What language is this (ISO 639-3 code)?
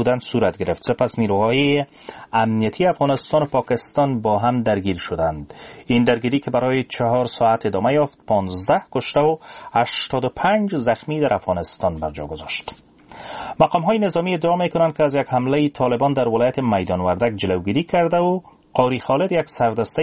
fas